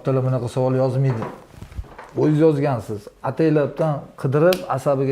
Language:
Uzbek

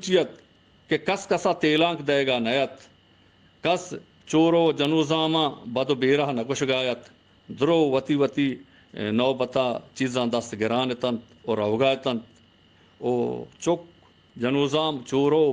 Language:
Baluchi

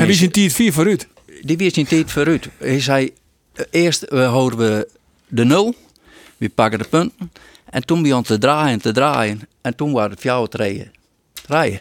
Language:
Western Frisian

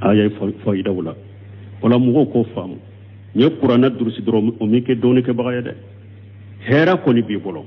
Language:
Bambara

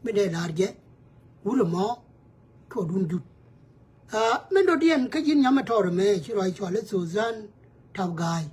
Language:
Nuer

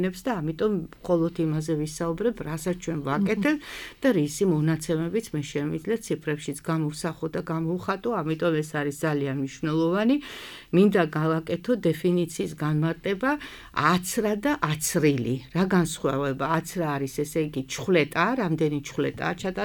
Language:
Georgian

